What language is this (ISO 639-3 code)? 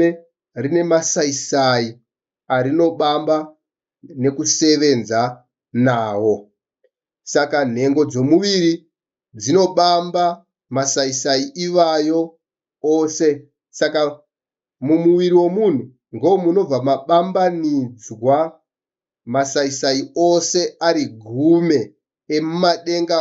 sna